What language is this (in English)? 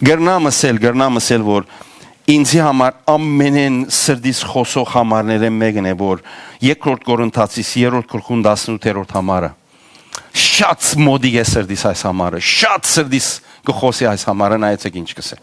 Western Armenian